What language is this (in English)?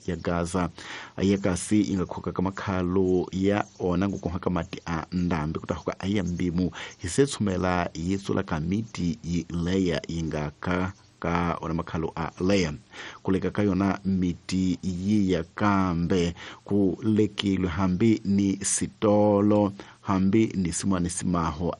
Tsonga